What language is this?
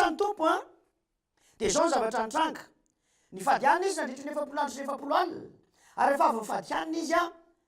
Malagasy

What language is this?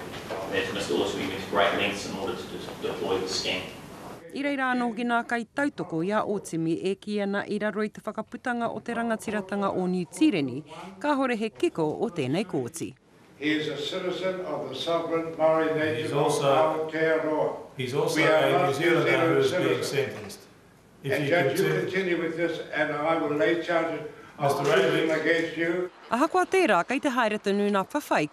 Māori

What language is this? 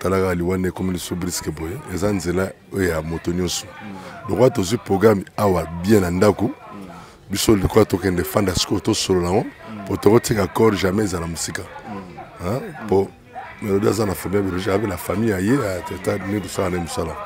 Lingala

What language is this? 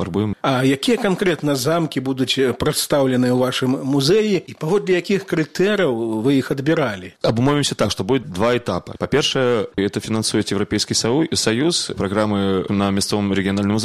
Belarusian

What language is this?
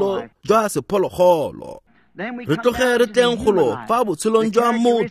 Tswana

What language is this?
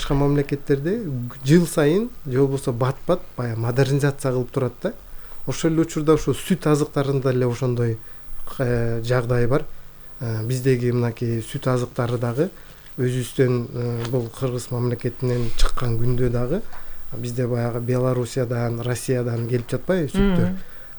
Kyrgyz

